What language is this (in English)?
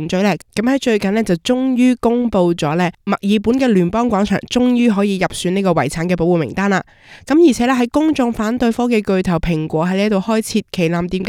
Cantonese